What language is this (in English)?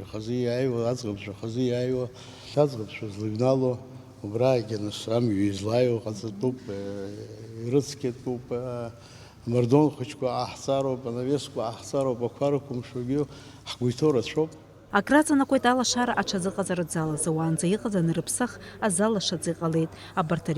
Abkhazian